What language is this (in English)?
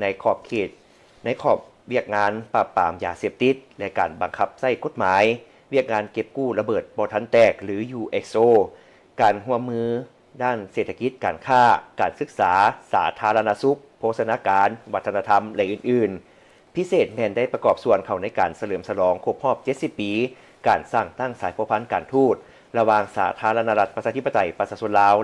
Lao